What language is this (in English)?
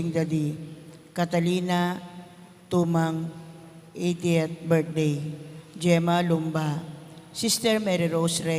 Pampanga